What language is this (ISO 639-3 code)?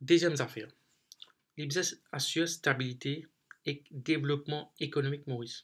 mfe